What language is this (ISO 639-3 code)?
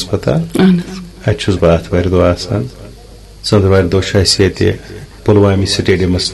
kas